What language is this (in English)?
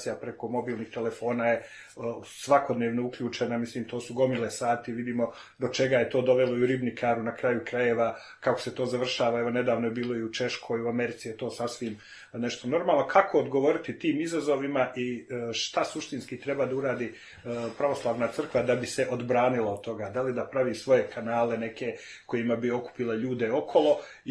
Serbian